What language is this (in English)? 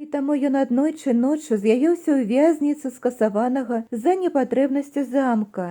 Belarusian